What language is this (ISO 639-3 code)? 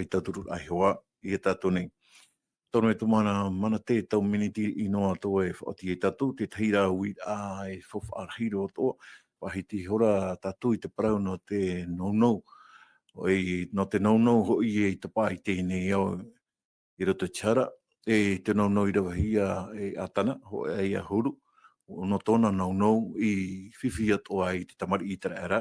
tah